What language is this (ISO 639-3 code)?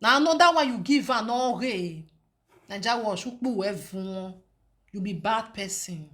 pcm